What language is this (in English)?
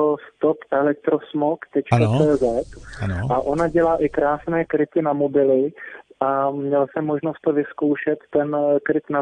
Czech